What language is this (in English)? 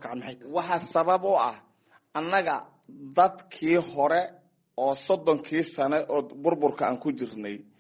Somali